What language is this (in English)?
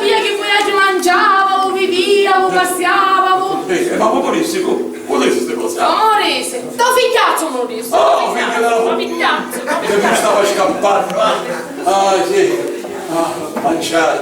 Sicilian